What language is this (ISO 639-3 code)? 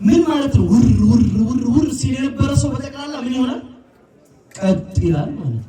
amh